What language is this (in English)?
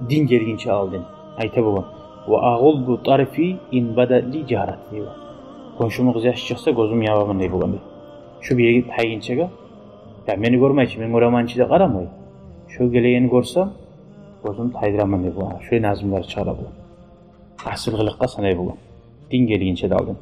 Kumyk